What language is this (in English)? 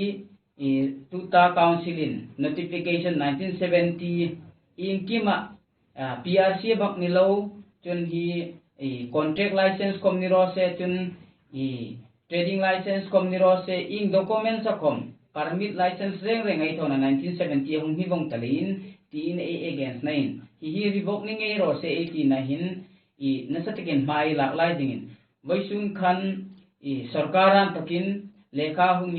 Hmar